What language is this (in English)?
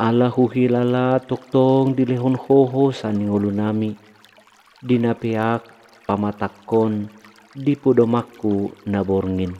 Batak Toba